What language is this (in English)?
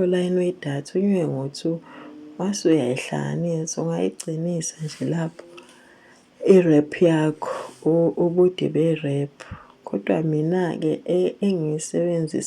Zulu